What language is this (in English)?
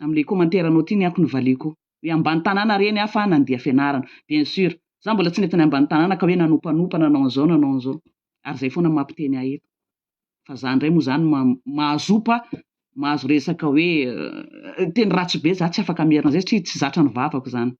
Malagasy